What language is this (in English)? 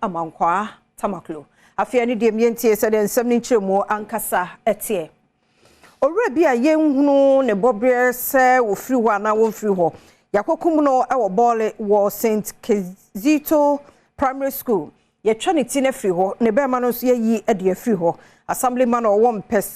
Akan